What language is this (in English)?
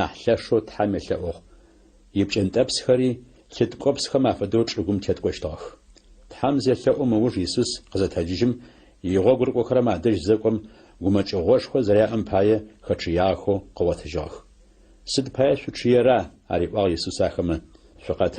Adyghe